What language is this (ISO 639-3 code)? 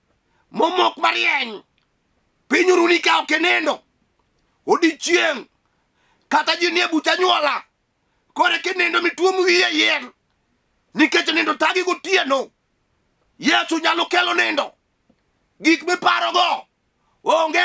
luo